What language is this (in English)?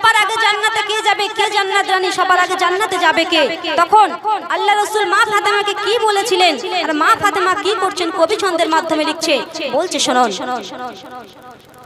Bangla